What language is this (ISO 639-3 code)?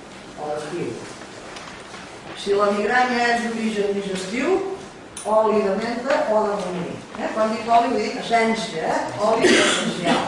cat